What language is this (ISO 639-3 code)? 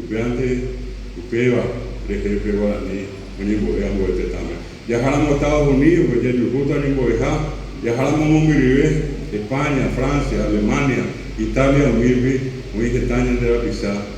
grn